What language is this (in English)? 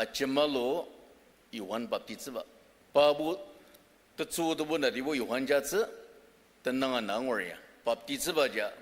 Ao Naga